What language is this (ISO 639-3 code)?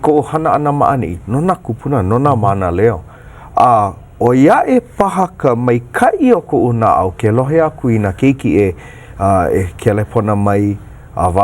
haw